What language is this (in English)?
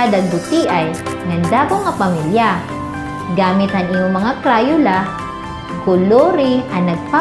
Waray